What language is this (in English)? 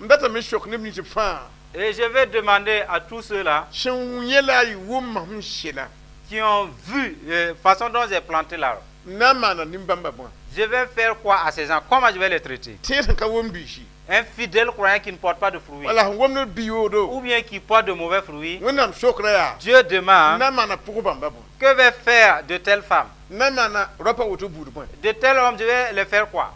Mossi